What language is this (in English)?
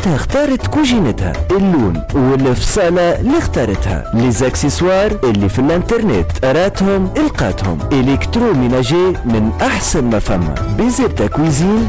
Tunisian Arabic